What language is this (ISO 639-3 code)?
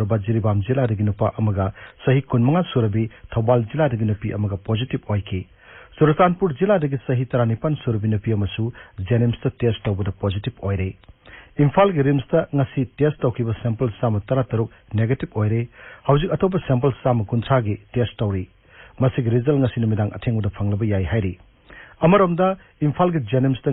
mni